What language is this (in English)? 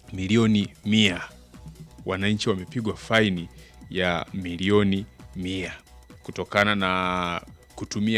Swahili